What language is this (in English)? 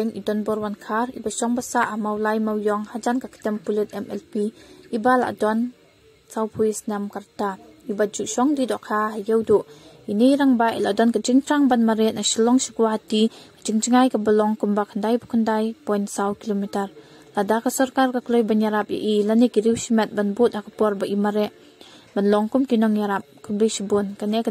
Khasi